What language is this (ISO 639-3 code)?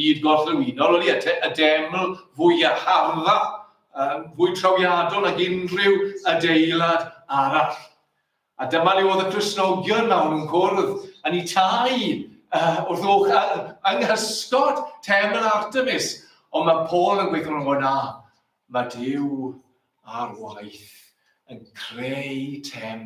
cym